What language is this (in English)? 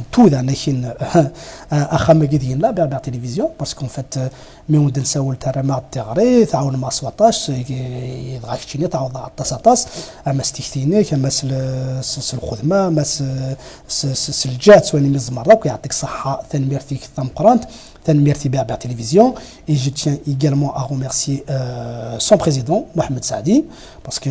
Kabyle